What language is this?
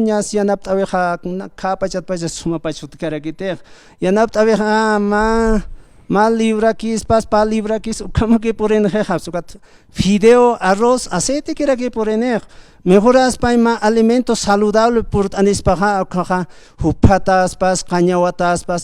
Aymara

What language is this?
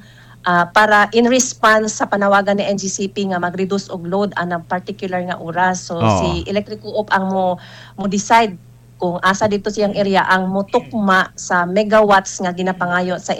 Cebuano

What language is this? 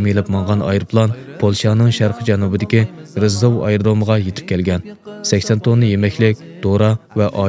Uyghur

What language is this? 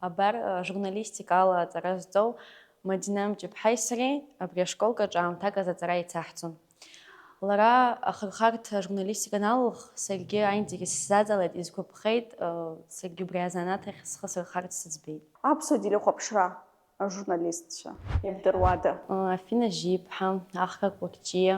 Abkhazian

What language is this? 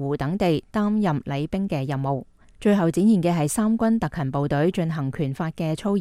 Cantonese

